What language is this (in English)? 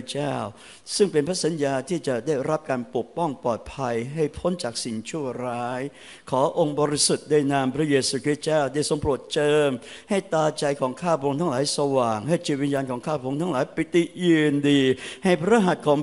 Thai